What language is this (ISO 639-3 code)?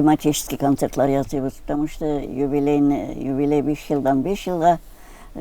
tat